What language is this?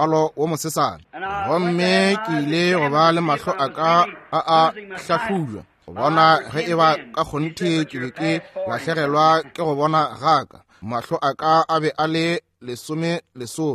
Northern Sotho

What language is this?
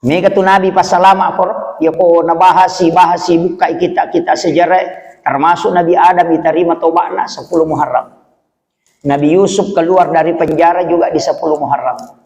Buginese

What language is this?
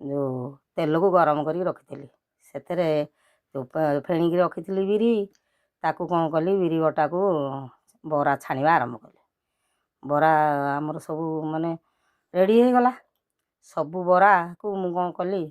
Odia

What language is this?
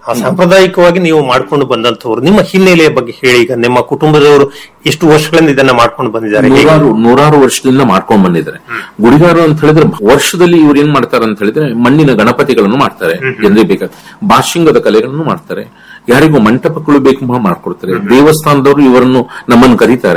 Kannada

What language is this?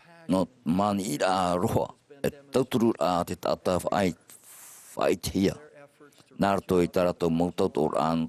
Tahitian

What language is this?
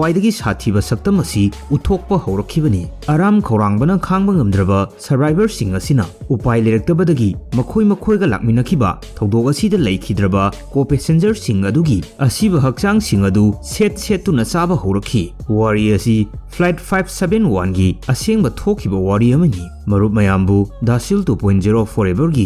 Manipuri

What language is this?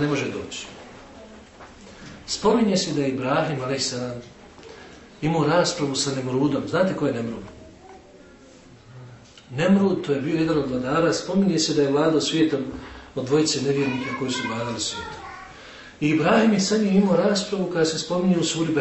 Bosnian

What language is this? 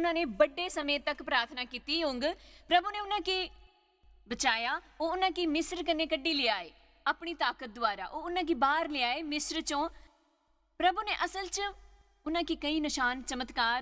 Dogri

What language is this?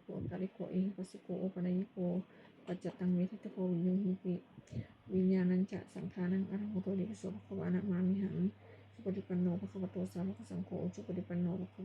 Pali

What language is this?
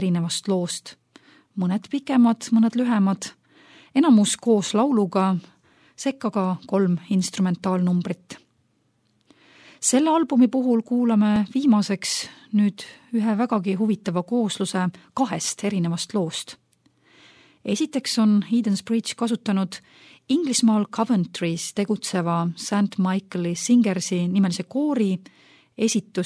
Estonian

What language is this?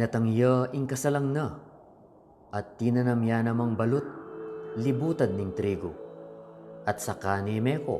Pampanga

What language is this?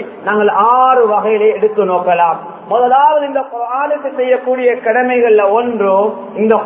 Tamil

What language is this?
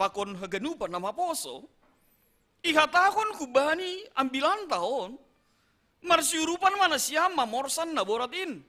Batak Simalungun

